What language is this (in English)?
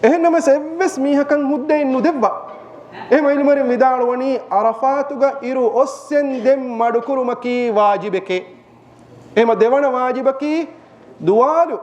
Divehi